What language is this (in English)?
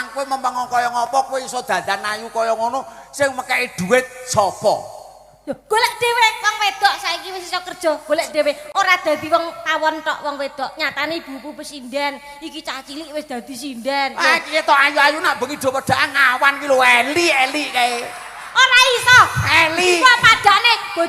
Javanese